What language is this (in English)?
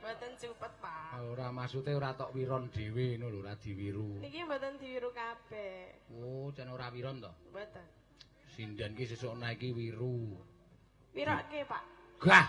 Javanese